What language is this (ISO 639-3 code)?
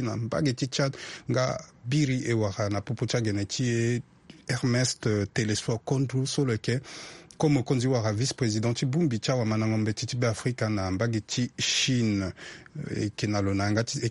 sag